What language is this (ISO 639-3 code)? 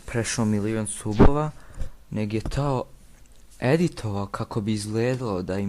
bos